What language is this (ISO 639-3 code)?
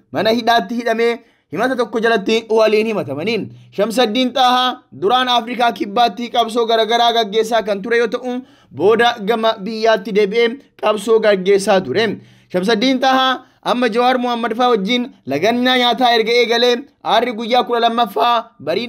orm